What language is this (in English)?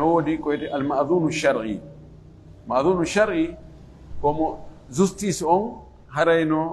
Fula